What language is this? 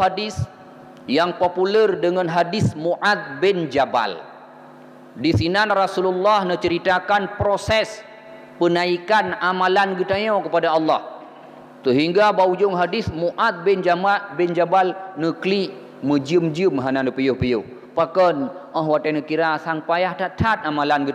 Achinese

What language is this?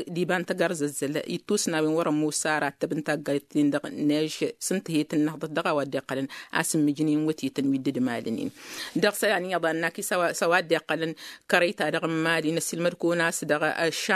Tamasheq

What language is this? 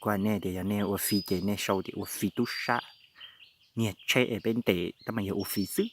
Hmong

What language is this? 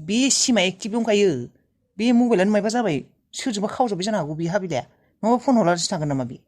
Bodo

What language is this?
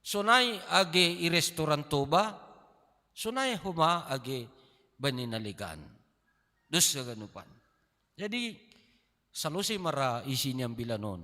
Batak Simalungun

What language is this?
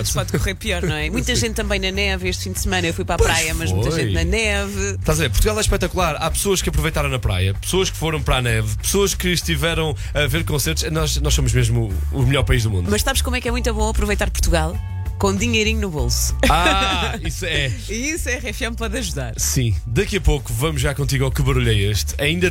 Portuguese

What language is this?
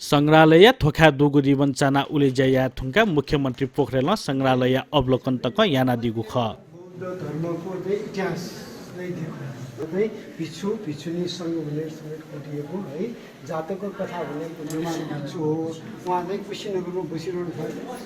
Newari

